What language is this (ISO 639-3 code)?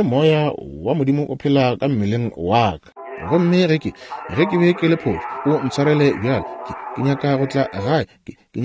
nso